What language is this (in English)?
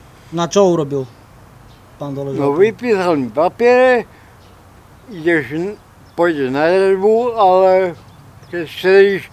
Slovak